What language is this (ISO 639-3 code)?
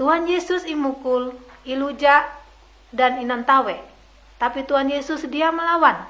nij